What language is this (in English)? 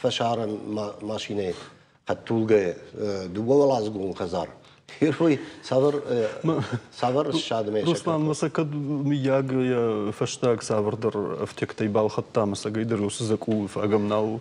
Ossetic